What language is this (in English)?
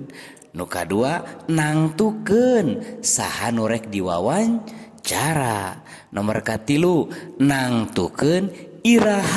Sundanese